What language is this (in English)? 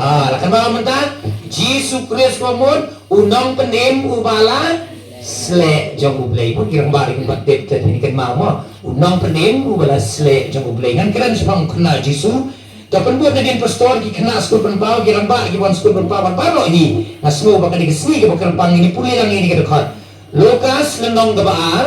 Khasi